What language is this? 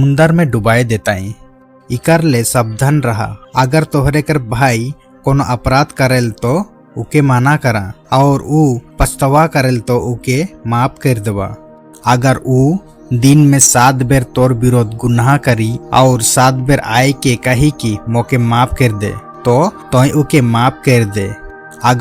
Sadri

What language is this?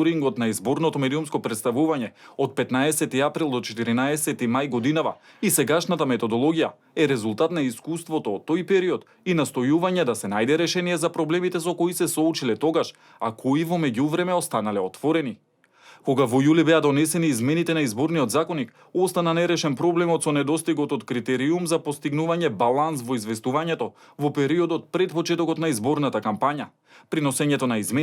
Macedonian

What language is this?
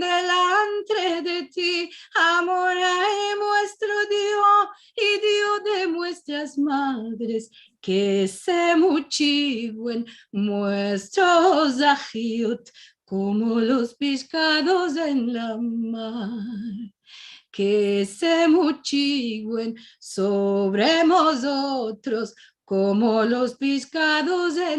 Ladino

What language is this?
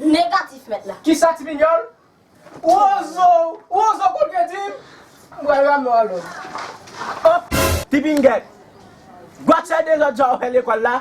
Haitian Creole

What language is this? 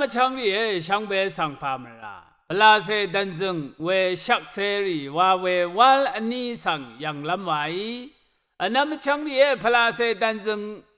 Rawang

